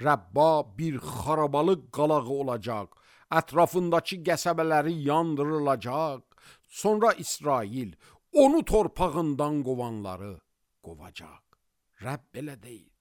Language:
Azerbaijani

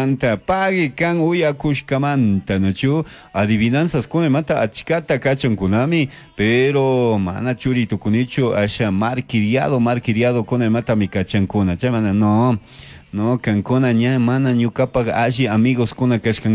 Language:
Chimborazo Highland Quichua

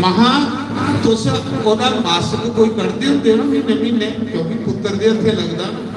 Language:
Dogri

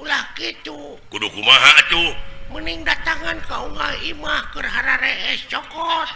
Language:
Sundanese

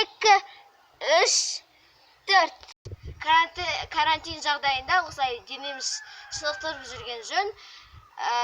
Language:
Kazakh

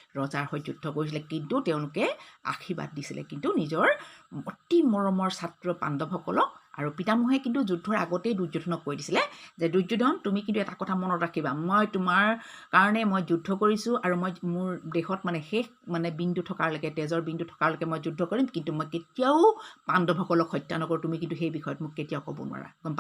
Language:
Assamese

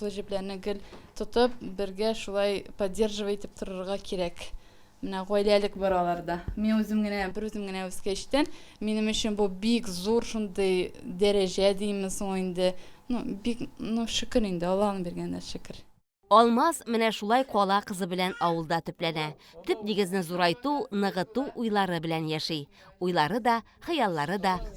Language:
Tatar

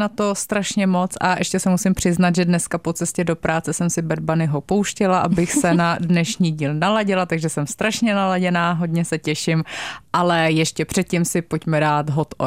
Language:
Czech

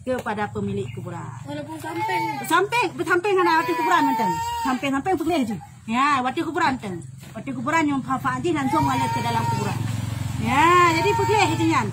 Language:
Achinese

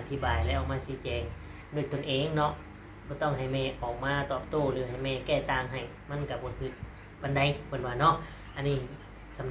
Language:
Northeastern Thai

